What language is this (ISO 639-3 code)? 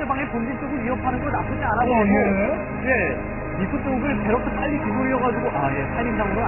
kor